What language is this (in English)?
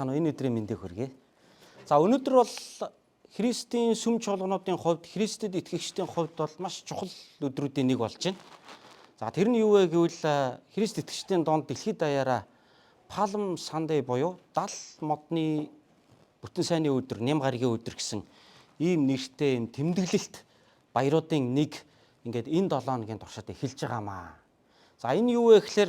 Mongolian